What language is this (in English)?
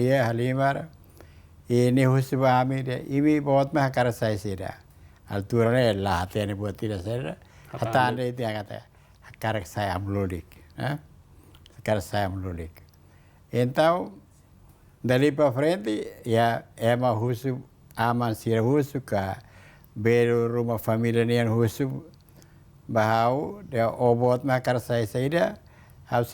Tetum